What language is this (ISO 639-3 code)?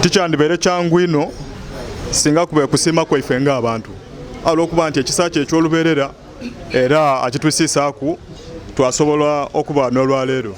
lug